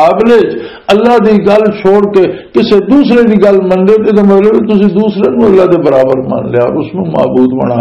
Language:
Western Panjabi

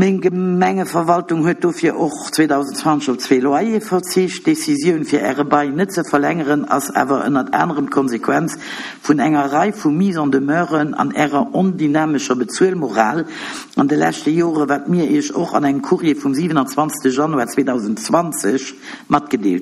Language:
Luxembourgish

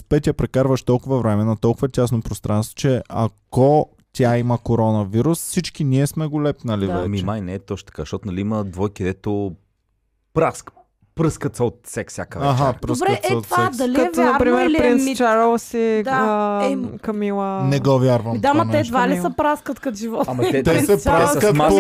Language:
Bulgarian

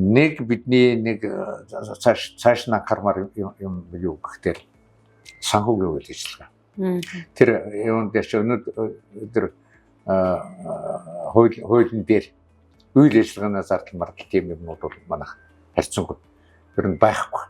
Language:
Mongolian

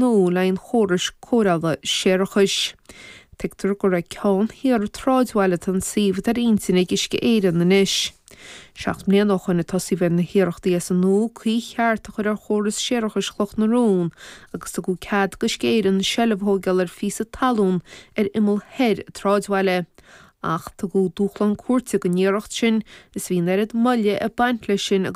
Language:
Irish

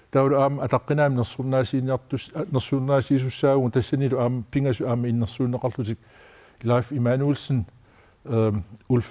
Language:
Kalaallisut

